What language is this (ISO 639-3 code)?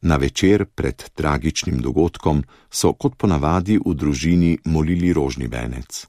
slv